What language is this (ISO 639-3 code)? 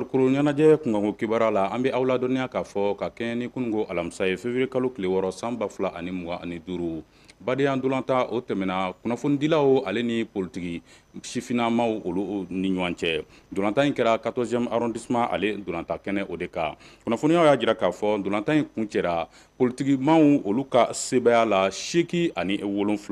bam